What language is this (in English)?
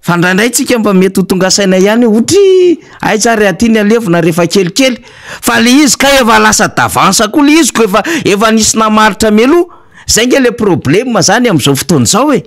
Malagasy